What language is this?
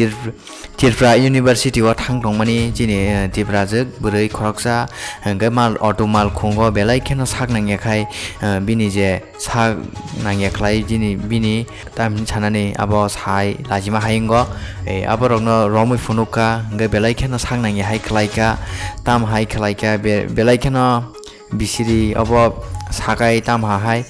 Kok Borok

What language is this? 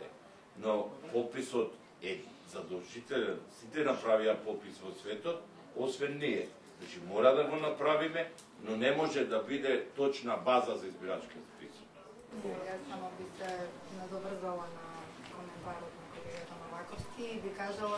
Macedonian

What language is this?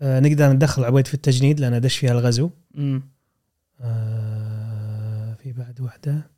Gulf Arabic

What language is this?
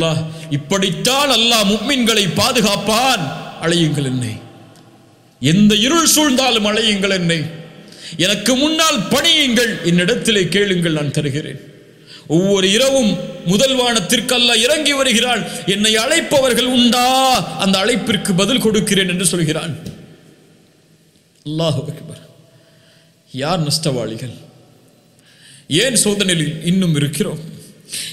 Tamil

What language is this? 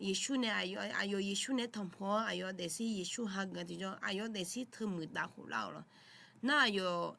Akha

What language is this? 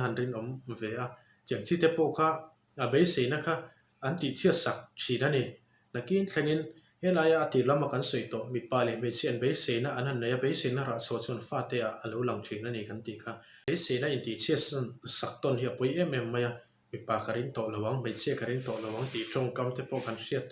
Mizo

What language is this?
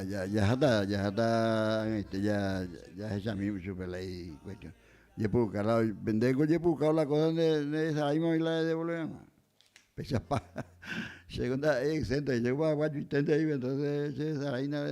Guarani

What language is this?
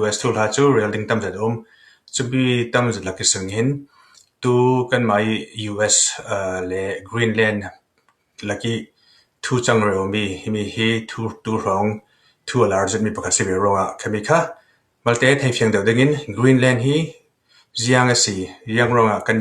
Falam Chin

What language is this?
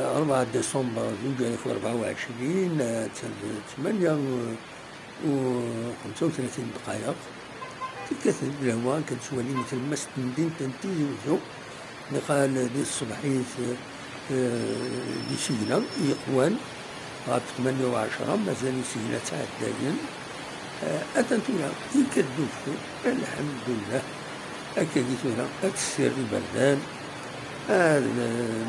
Kabyle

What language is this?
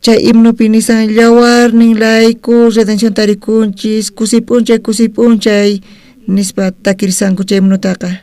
South Bolivian Quechua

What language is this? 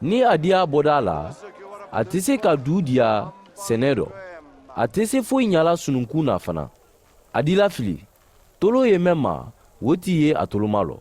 Mandingo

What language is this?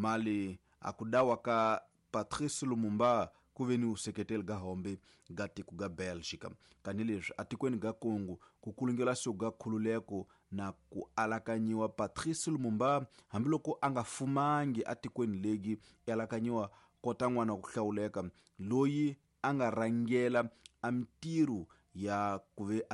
Tsonga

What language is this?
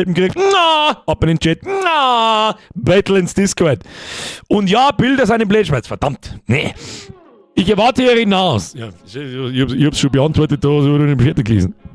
Bavarian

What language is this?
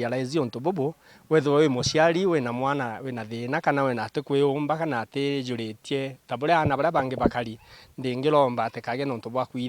Meru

